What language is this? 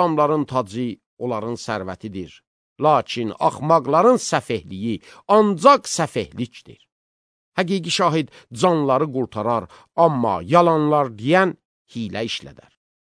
Azerbaijani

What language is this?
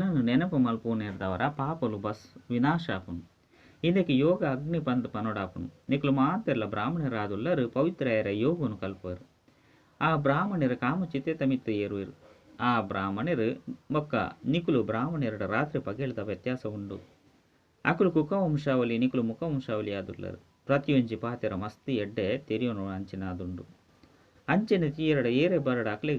Tulu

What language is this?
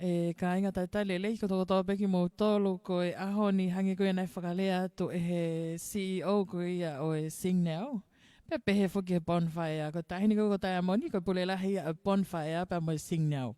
Tongan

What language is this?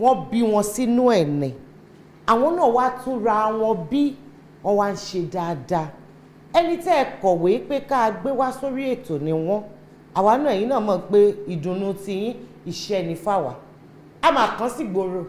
Yoruba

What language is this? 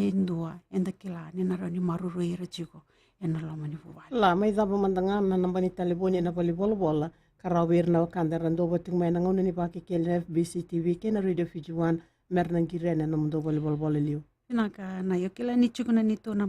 Fijian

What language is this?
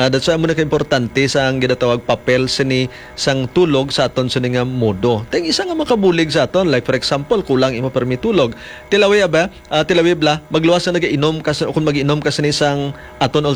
Hiligaynon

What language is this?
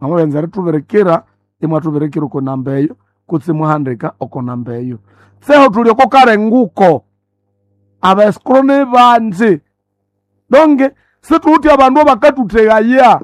Nande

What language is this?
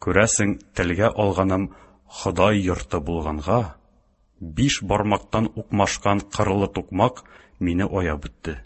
Tatar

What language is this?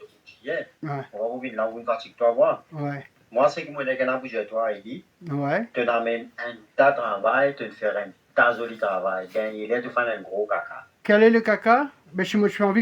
Morisyen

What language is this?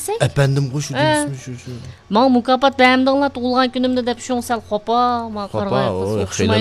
Uyghur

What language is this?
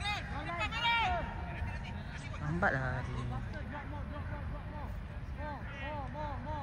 Malay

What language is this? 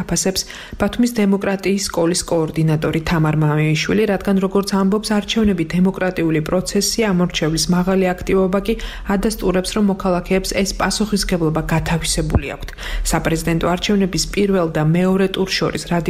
Georgian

